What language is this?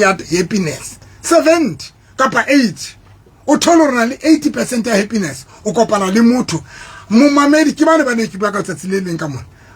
Southern Sotho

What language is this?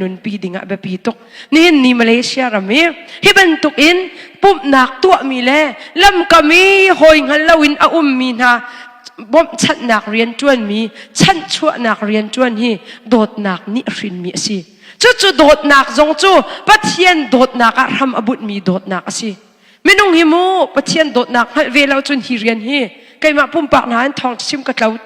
Hakha Chin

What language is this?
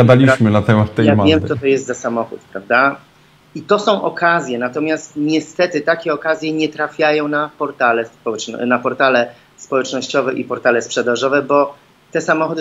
Polish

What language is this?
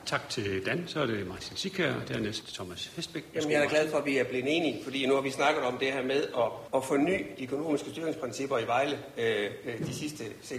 Danish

